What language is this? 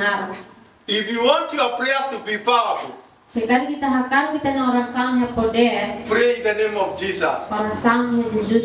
Tetum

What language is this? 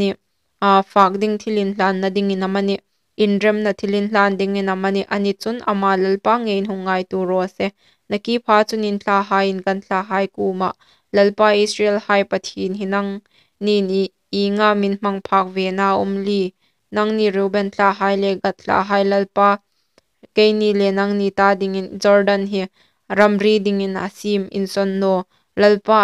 Hmar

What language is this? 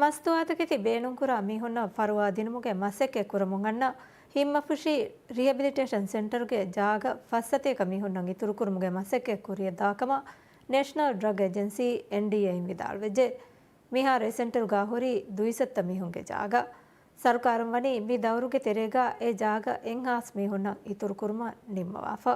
Divehi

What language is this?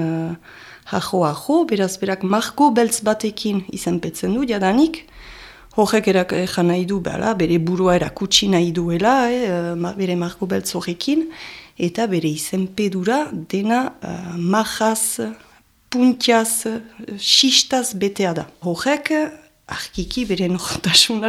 Basque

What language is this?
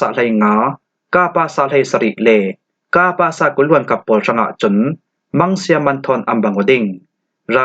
Falam Chin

